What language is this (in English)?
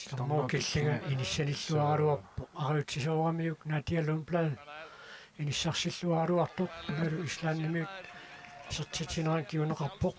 Kalaallisut